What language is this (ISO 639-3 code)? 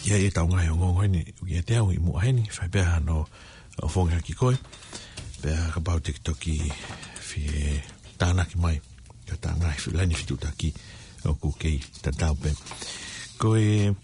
ton